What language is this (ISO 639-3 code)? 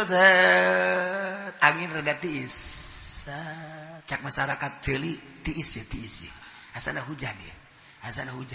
sun